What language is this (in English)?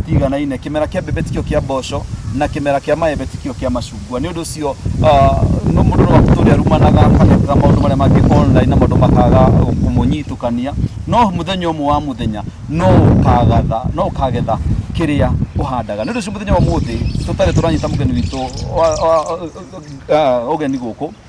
Kikuyu